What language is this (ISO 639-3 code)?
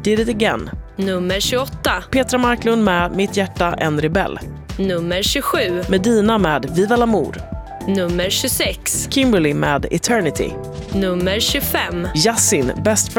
swe